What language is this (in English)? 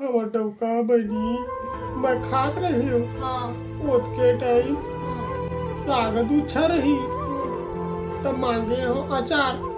Chhattisgarhi